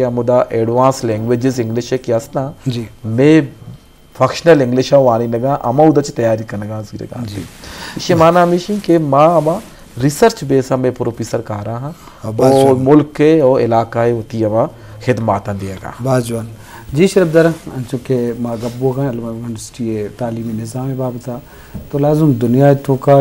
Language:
Eastern Balochi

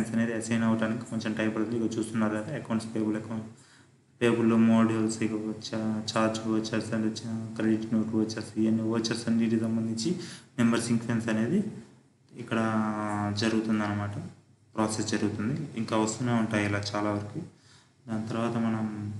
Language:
Telugu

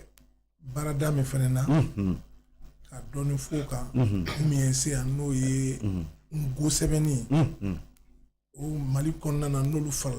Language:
Bambara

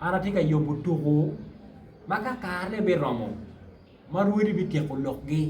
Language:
Acoli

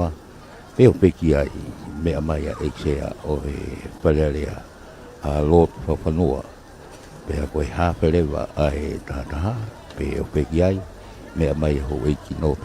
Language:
Tongan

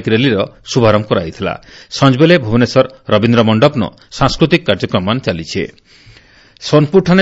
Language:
Odia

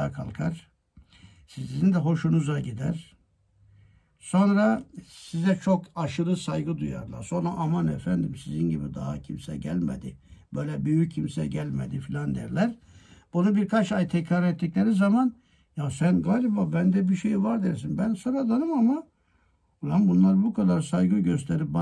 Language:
Turkish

